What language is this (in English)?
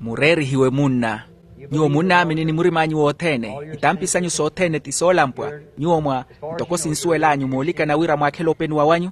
Makhuwa